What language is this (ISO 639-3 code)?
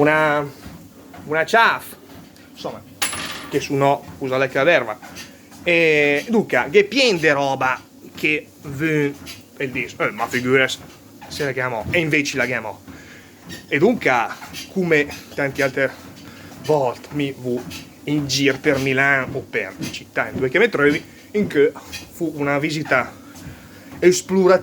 lmo